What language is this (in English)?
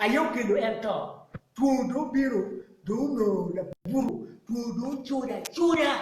Acoli